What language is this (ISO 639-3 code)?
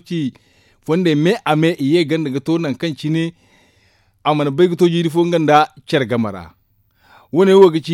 dje